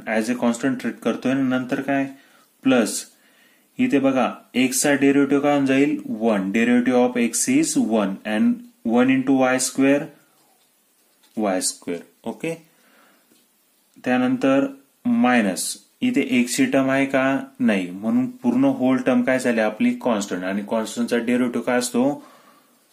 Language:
Marathi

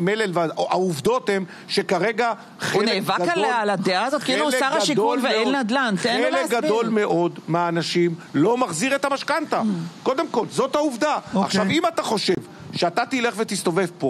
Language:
Hebrew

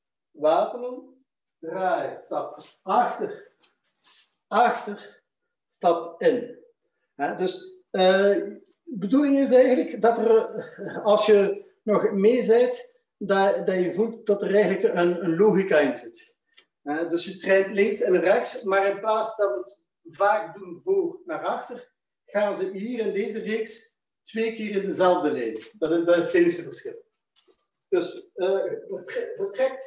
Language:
Dutch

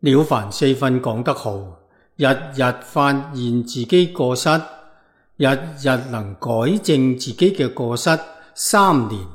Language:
Cantonese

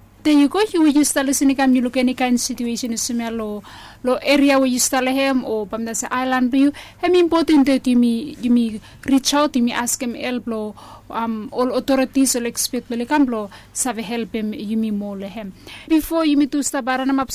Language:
Bislama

